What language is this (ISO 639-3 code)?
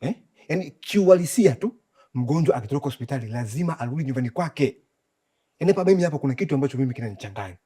swa